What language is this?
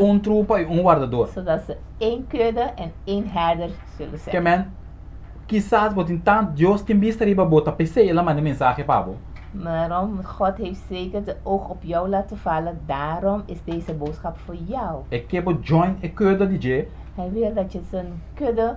Papiamento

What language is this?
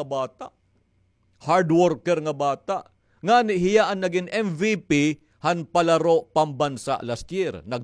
Waray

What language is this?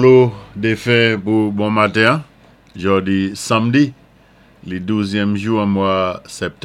Saint Lucian Creole French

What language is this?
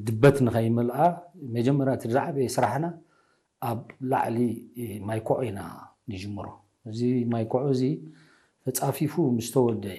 Tigrinya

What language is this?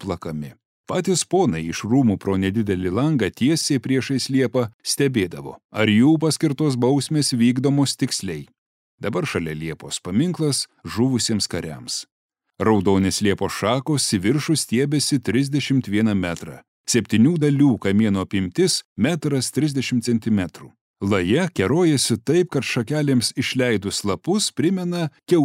Lithuanian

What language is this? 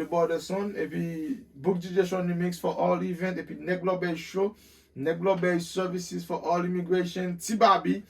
Haitian Creole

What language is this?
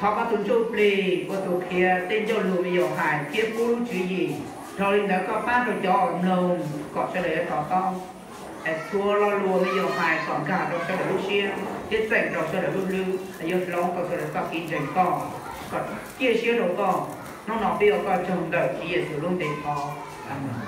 Hmong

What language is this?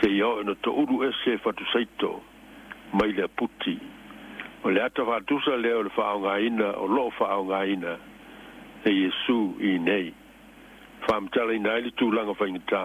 Samoan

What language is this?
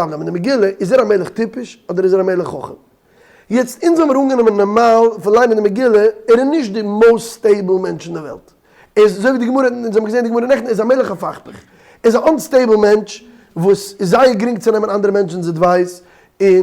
Yiddish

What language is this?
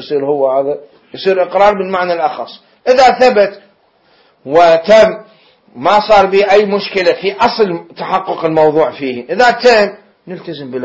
Mesopotamian Arabic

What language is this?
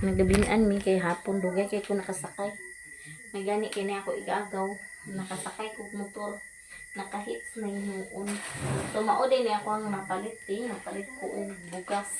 Cebuano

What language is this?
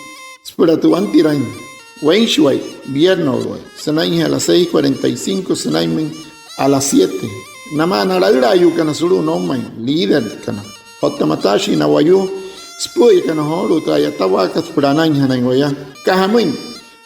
Wayuu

